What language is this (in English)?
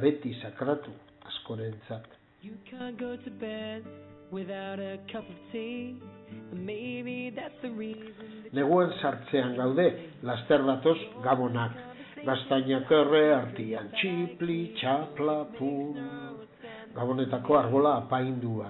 Basque